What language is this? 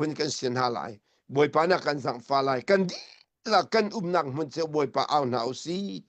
Hakha Chin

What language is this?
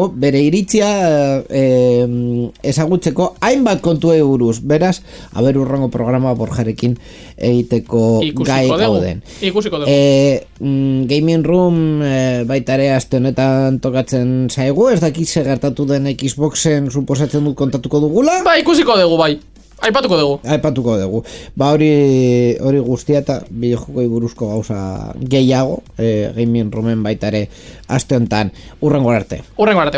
Basque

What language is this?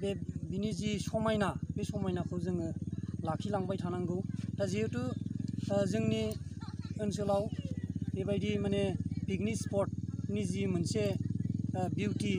Bodo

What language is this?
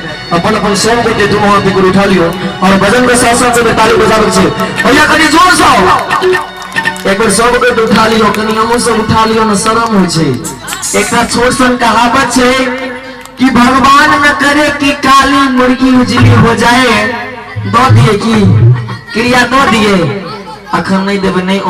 Maithili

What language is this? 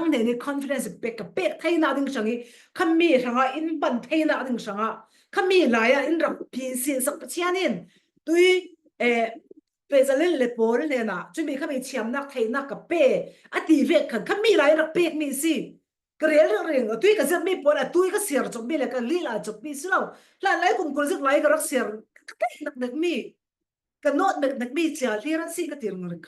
Falam Chin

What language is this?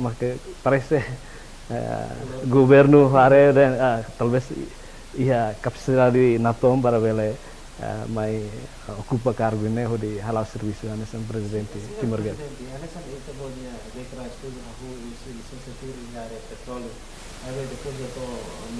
Tetum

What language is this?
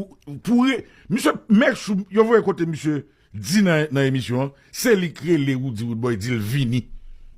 Haitian Creole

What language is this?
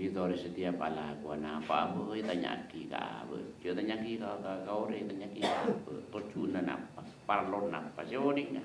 Madurese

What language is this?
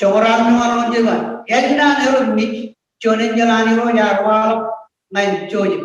Marshallese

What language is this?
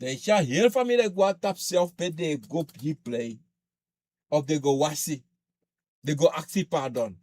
Sranan Tongo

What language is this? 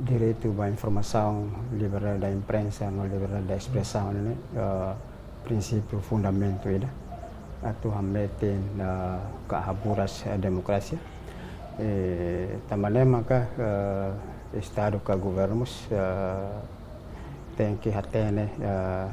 Tetum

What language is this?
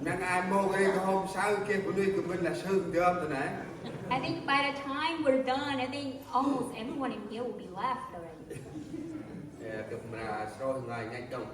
Central Mnong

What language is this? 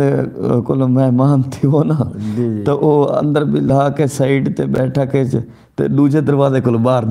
Saraiki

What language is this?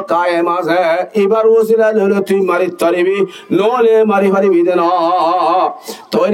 Rohingya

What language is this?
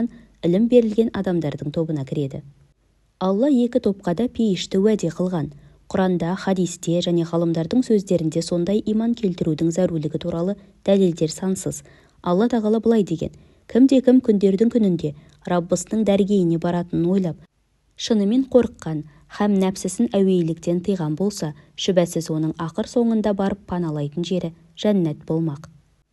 Kazakh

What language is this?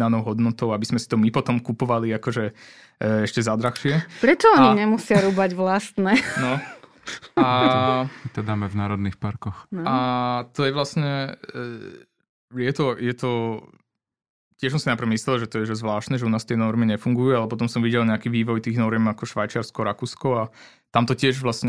Slovak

